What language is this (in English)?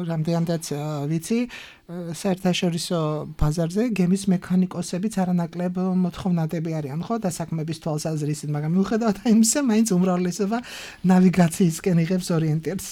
Georgian